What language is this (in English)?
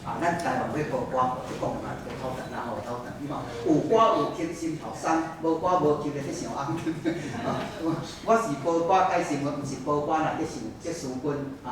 Min Nan Chinese